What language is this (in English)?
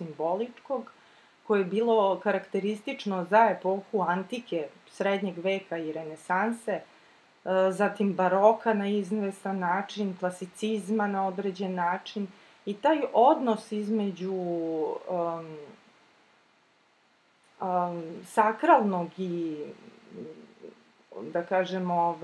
Serbian